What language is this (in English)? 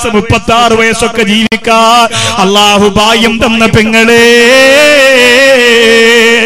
Malayalam